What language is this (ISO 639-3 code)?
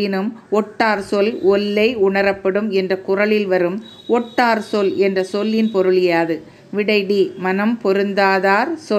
tam